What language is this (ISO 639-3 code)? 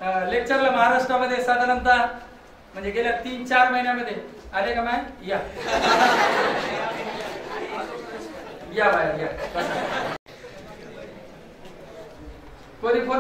mar